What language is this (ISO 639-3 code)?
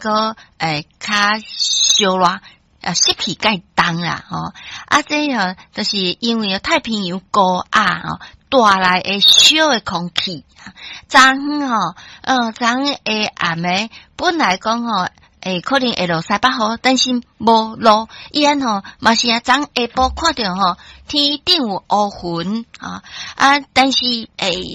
nan